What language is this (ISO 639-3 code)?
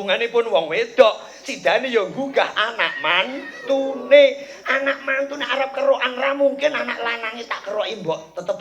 jav